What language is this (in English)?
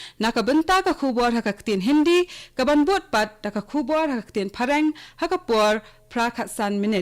Khasi